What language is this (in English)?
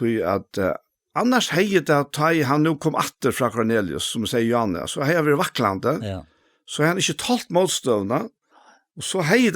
Faroese